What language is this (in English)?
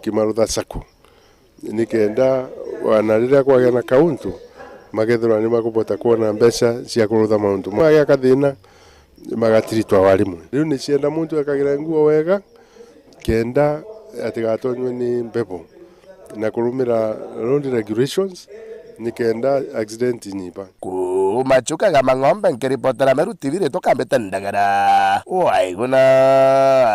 Meru